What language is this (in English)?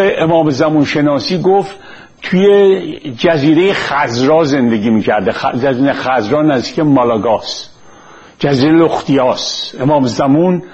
Persian